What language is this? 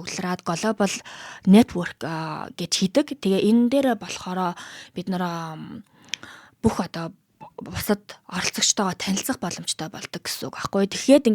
Mongolian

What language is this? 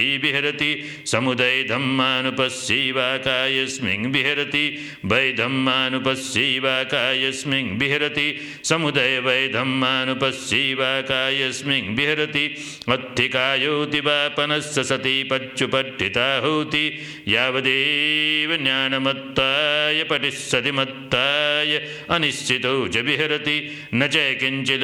Pali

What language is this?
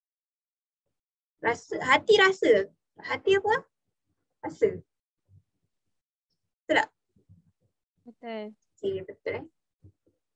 Malay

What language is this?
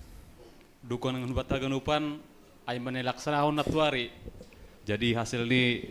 Batak Simalungun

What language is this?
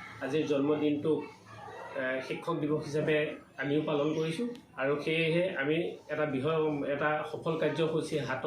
Assamese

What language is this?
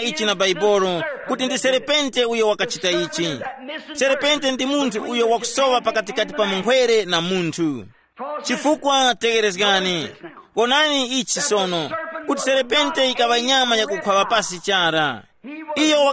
Tumbuka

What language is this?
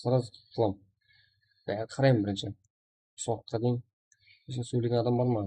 Kara-Kalpak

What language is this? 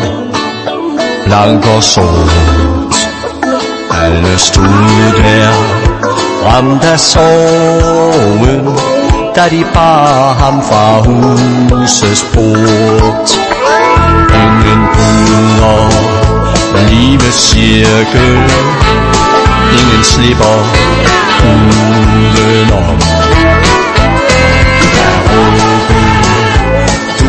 Danish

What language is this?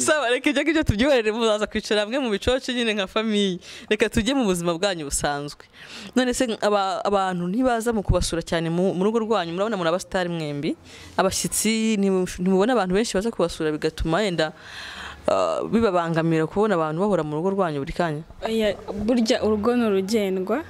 Kinyarwanda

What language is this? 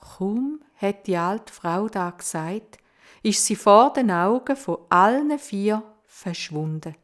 Swiss German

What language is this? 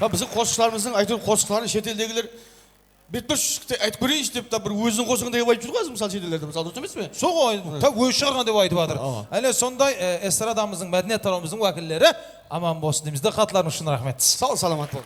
Kara-Kalpak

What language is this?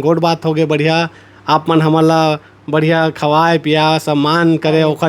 Chhattisgarhi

